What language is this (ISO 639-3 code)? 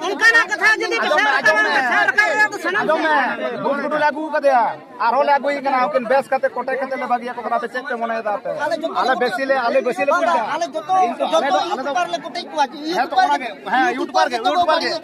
sat